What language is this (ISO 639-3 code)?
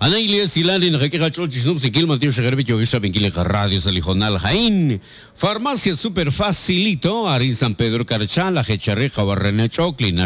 kek